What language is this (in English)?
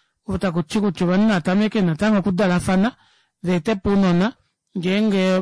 Kuanyama